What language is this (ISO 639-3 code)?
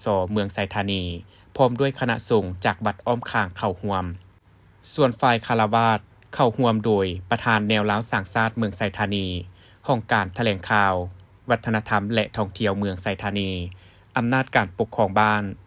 lao